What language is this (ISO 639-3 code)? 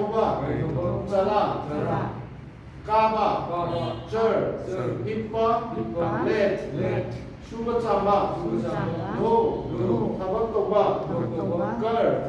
mni